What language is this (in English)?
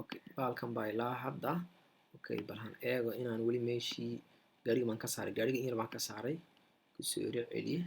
Somali